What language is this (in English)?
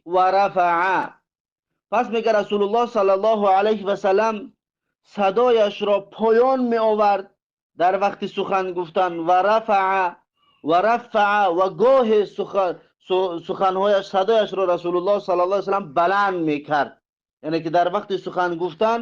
Tajik